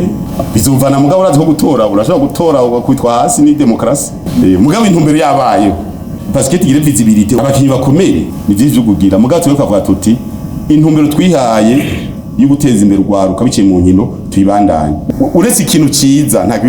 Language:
Rundi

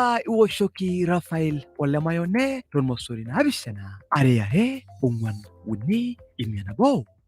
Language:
Masai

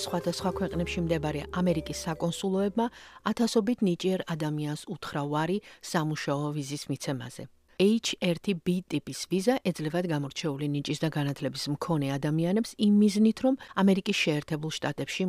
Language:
Georgian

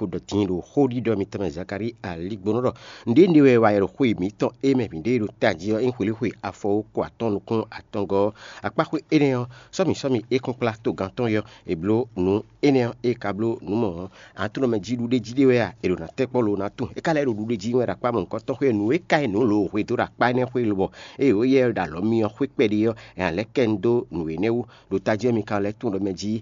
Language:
Fon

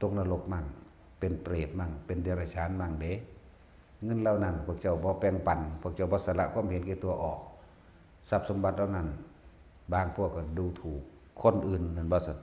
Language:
Northeastern Thai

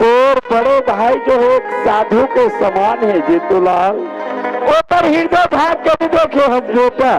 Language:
Chhattisgarhi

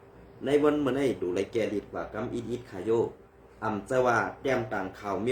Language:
Shan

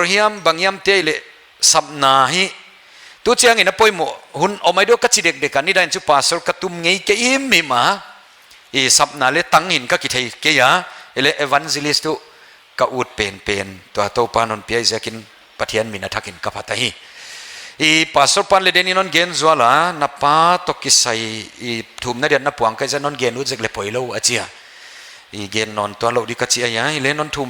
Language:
Paite Chin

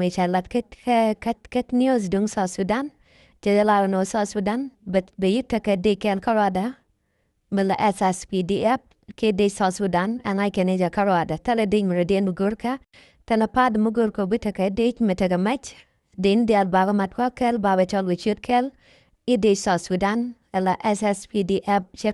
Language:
Nuer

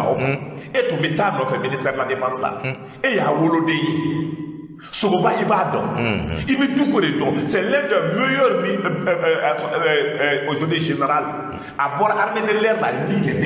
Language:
Bambara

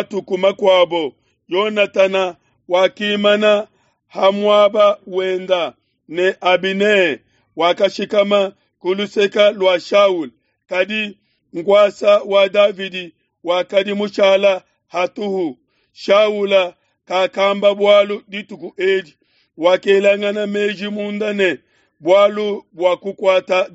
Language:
Luba-Lulua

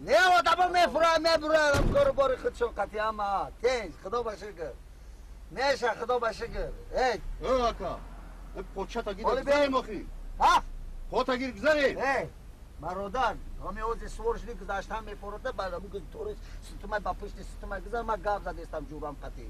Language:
Tajik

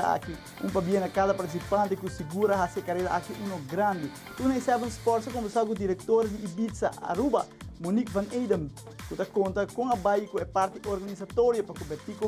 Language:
Papiamento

